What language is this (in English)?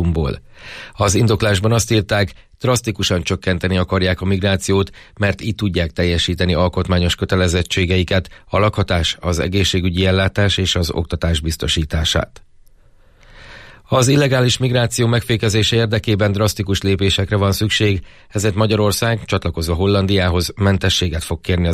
Hungarian